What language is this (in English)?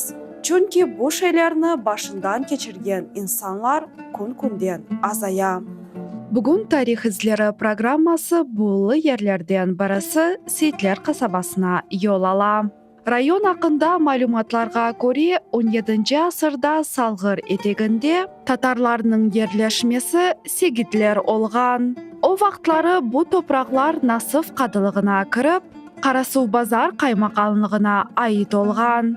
Crimean Tatar